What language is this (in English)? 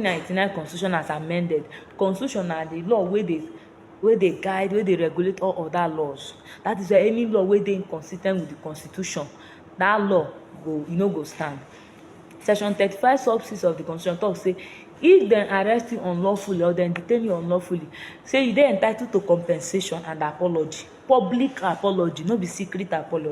Nigerian Pidgin